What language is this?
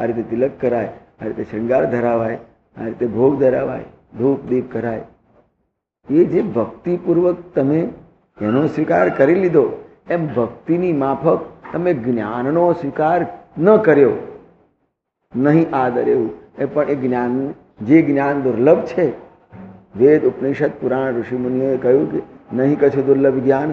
Gujarati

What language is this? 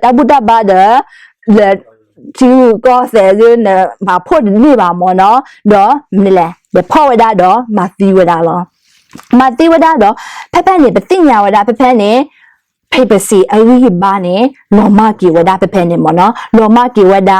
S'gaw Karen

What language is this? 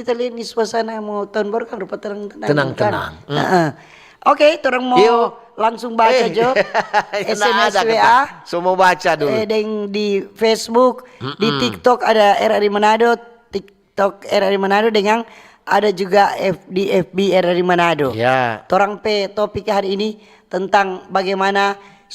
Manado Malay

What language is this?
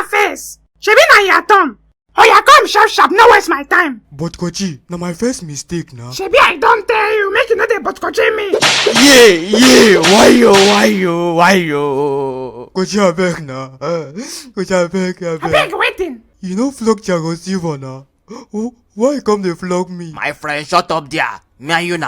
Nigerian Pidgin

